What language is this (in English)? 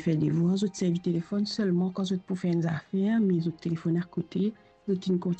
Morisyen